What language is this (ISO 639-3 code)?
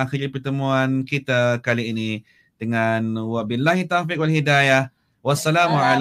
ind